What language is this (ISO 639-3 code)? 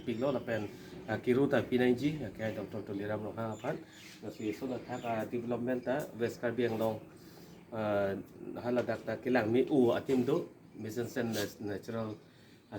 mjw